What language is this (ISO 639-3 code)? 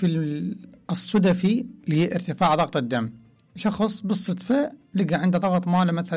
acm